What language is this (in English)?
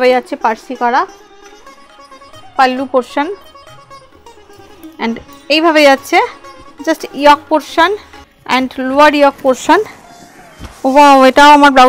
Bangla